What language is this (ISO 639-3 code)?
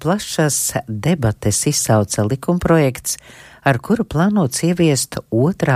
lav